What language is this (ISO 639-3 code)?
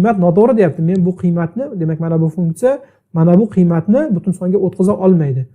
uzb